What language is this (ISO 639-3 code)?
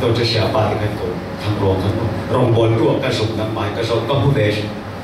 cfm